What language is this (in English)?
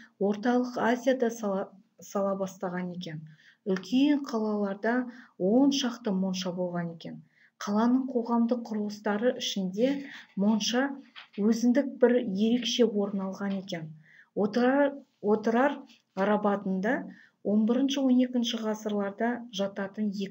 Kazakh